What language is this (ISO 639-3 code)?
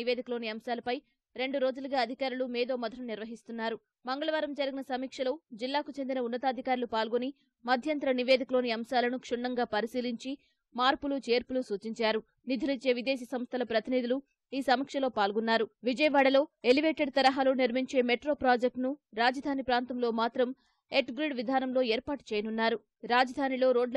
tel